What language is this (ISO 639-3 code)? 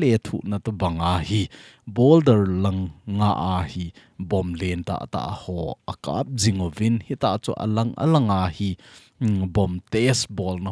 tcz